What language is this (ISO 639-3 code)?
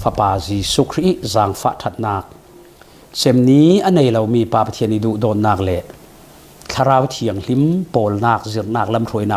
cfm